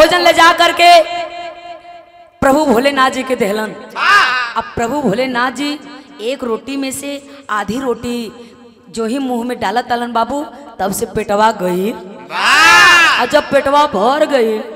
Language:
Bhojpuri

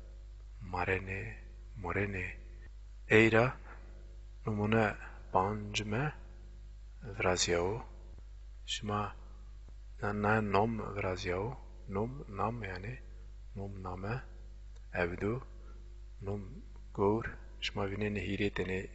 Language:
Zaza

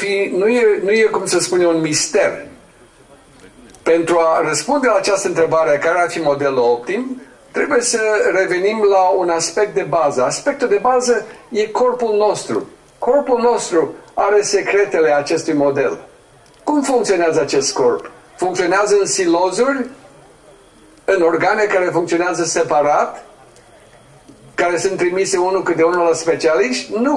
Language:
Romanian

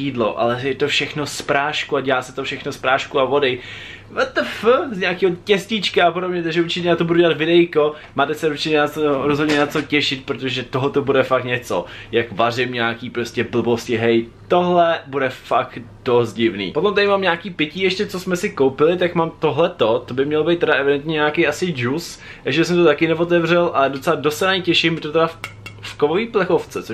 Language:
Czech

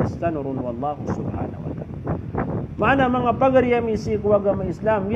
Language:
Maranao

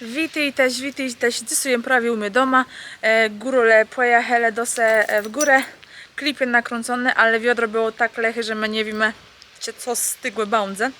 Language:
Kashubian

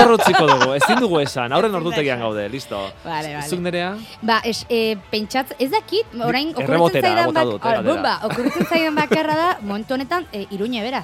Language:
Basque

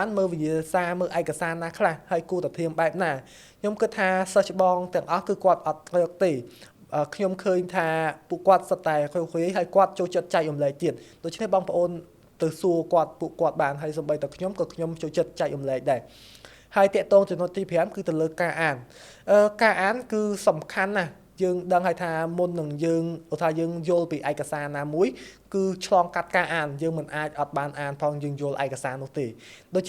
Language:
Khmer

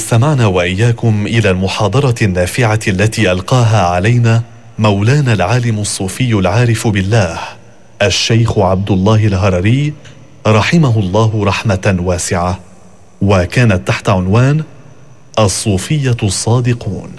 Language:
Arabic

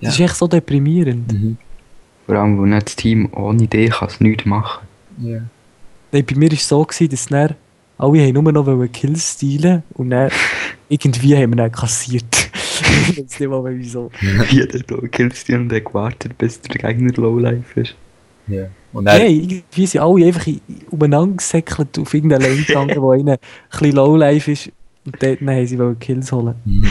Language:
Swiss German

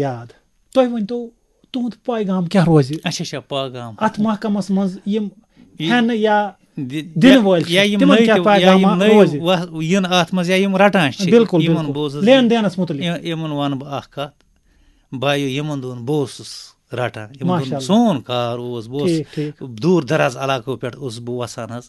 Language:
Kashmiri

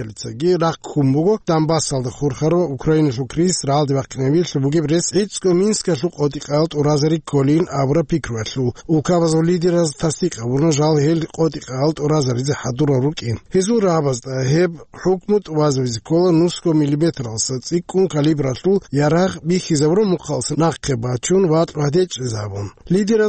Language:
Avaric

